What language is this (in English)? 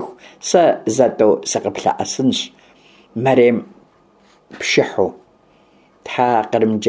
Kabardian